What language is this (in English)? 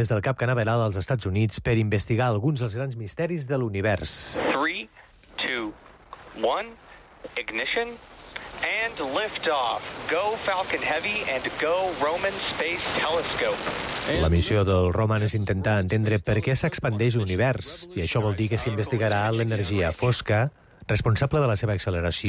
Catalan